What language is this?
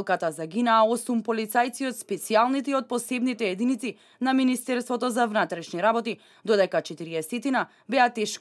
Macedonian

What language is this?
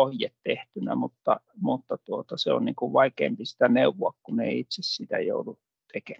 Finnish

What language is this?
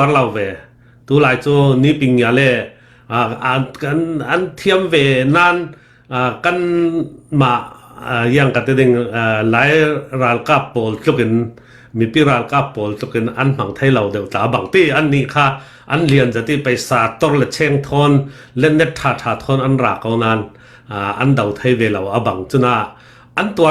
Falam Chin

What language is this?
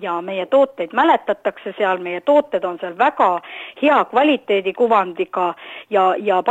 Estonian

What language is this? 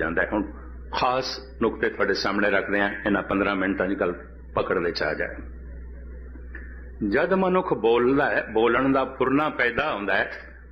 Punjabi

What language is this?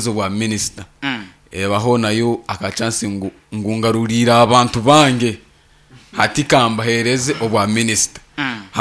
Nyankole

